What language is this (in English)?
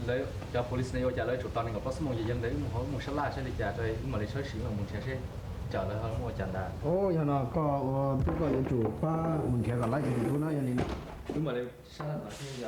Hmong